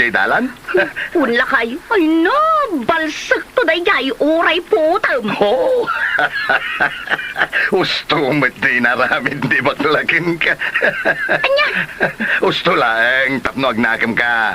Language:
Iloko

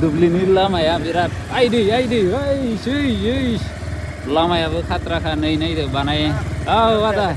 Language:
Bodo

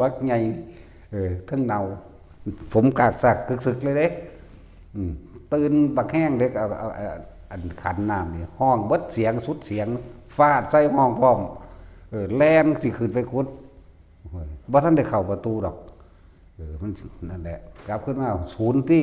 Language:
Northeastern Thai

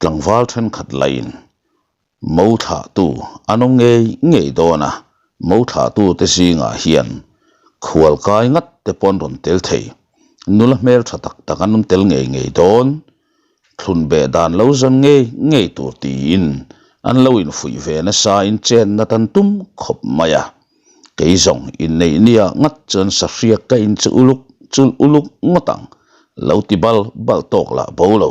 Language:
Mizo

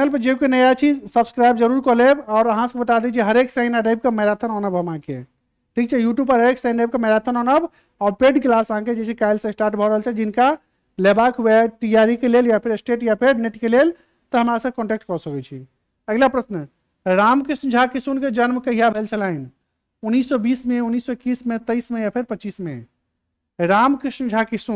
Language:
Maithili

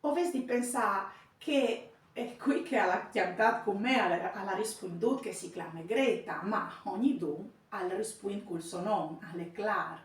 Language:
Friulian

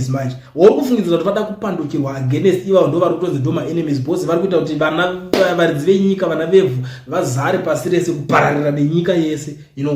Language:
Shona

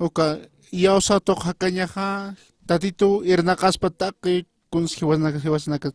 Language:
Aymara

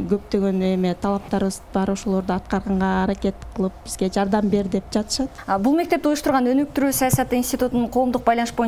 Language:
Kyrgyz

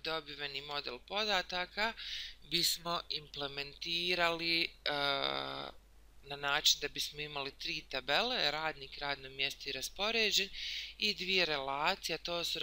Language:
Bosnian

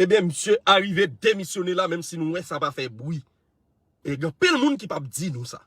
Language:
Haitian Creole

